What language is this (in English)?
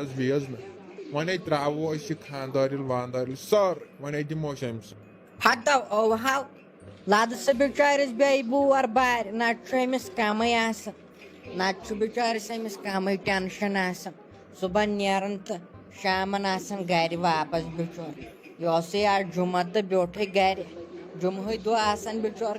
Kashmiri